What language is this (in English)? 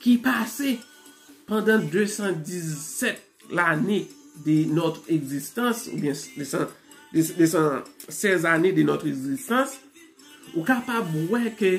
Haitian Creole